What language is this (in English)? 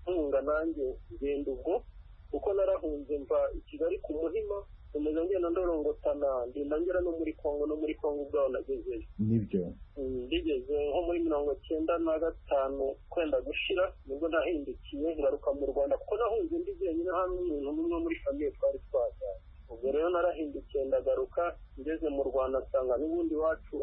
Kinyarwanda